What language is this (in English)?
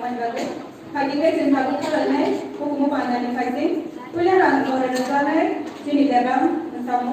Kok Borok